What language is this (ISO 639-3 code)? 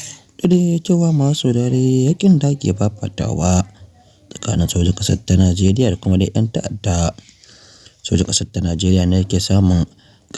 hau